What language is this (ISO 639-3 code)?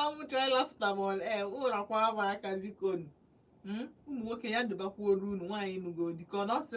ibo